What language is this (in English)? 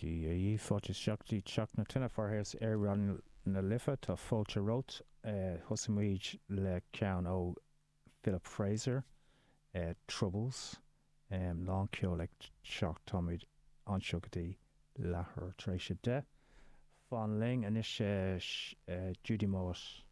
Irish